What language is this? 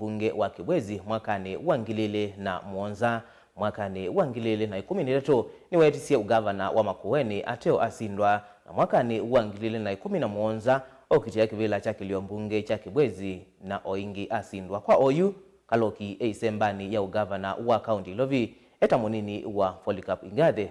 Kamba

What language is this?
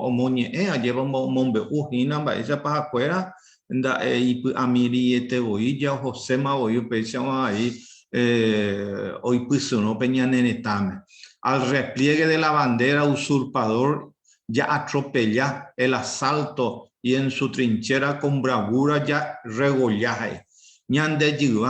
Guarani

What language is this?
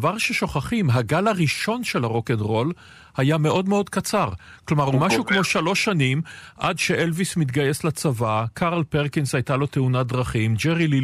Hebrew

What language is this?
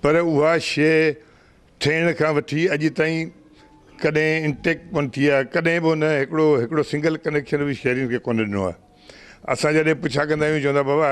Sindhi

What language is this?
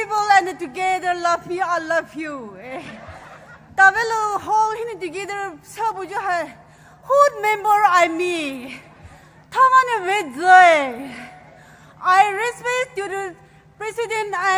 Poumei Naga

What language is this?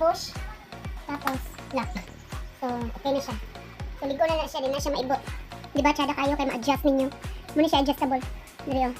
Cebuano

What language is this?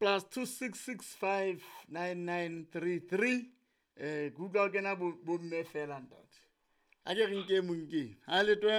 Southern Sotho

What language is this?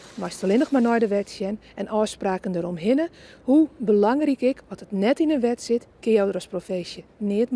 Western Frisian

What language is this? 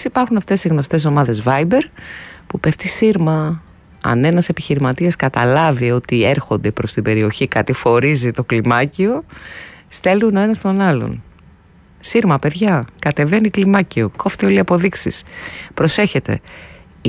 Greek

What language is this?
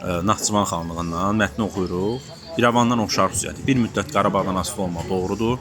Azerbaijani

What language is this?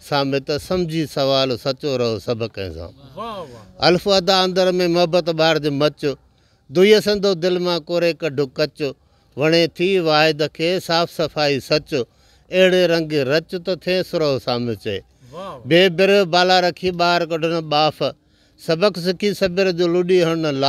Sindhi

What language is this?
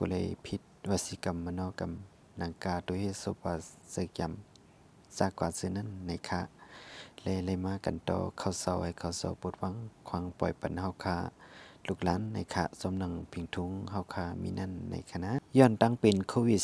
Shan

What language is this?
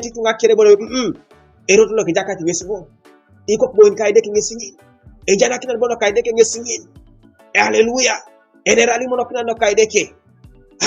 Teso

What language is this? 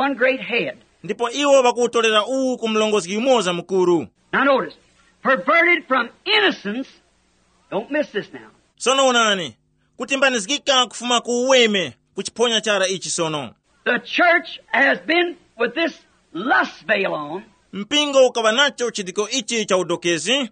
Tumbuka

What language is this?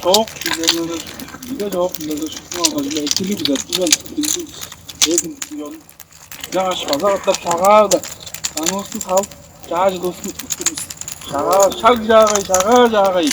Tuvinian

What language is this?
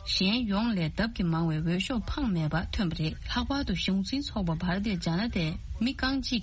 Tibetan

